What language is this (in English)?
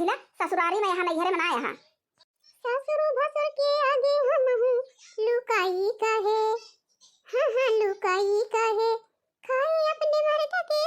Awadhi